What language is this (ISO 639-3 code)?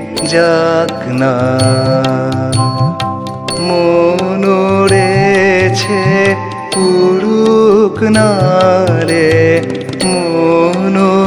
ben